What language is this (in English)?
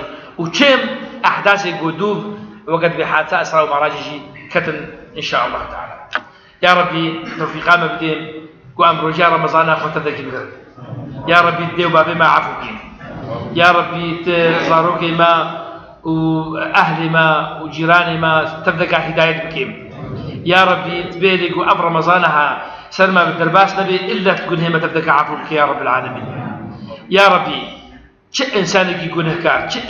Kurdish